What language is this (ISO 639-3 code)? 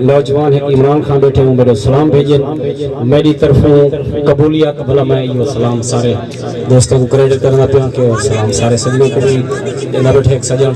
skr